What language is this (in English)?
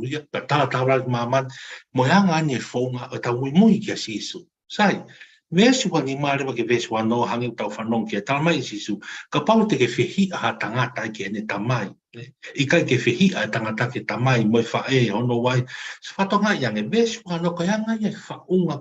Tongan